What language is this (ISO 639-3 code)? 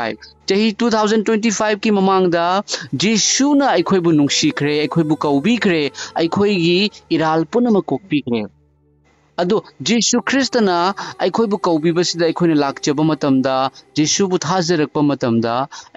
mni